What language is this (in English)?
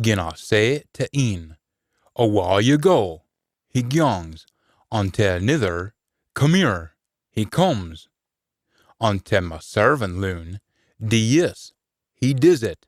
Scots